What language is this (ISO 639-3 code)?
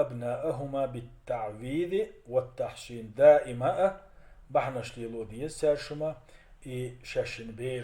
che